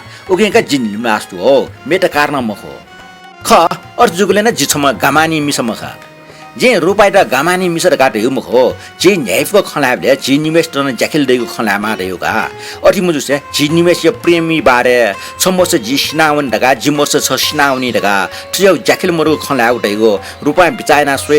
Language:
Newari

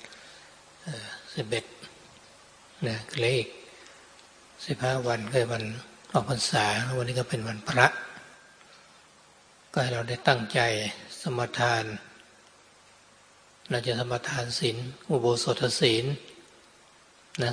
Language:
Thai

